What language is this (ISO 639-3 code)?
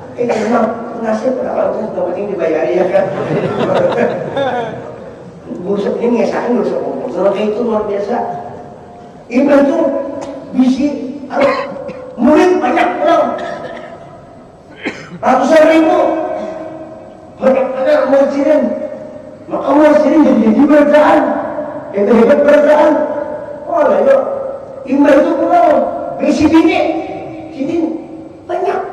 bjn